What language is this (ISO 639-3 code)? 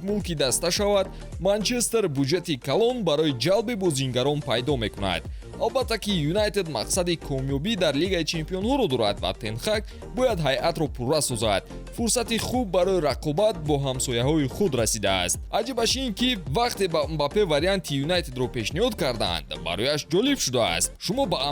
tgk